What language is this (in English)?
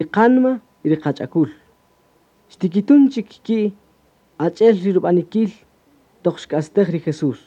Kaqchikel